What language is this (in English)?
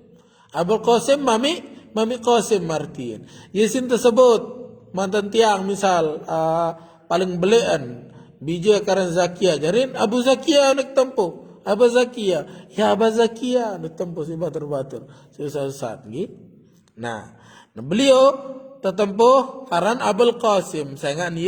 Sasak